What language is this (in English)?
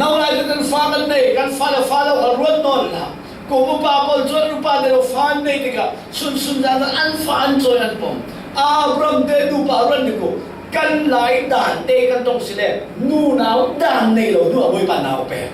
Falam Chin